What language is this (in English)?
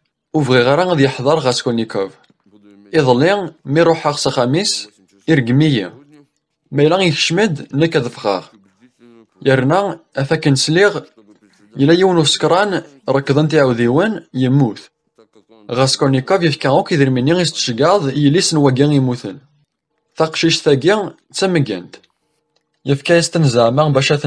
Kabyle